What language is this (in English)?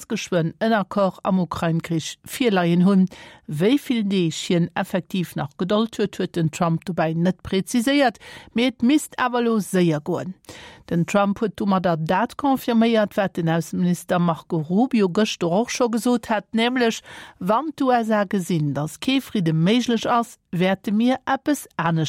Luxembourgish